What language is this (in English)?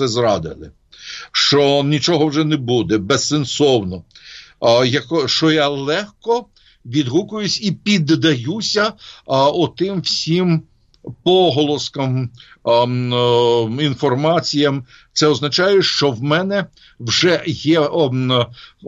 Ukrainian